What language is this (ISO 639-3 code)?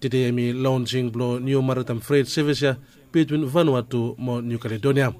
bis